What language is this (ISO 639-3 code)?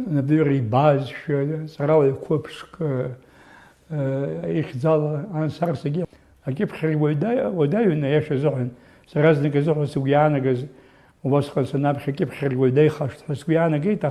abk